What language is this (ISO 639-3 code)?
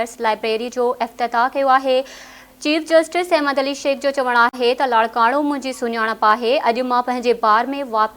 snd